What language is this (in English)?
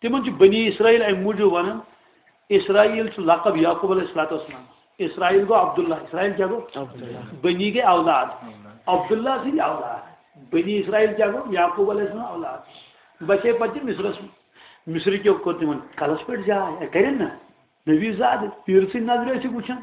Kashmiri